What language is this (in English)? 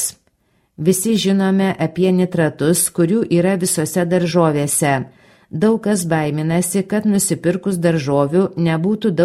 Lithuanian